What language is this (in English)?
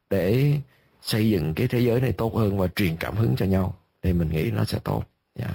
Vietnamese